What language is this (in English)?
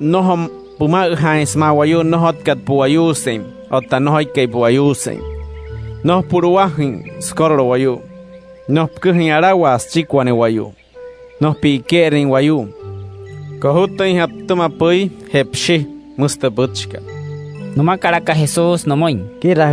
Wayuu